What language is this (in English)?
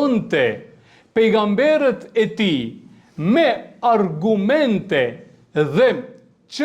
Albanian